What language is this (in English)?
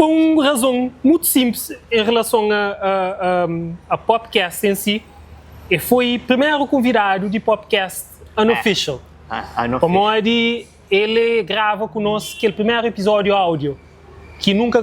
Kabuverdianu